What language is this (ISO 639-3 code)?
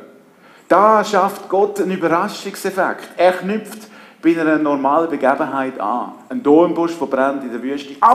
gsw